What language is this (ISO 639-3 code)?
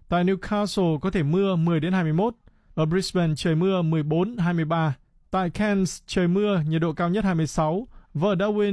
vie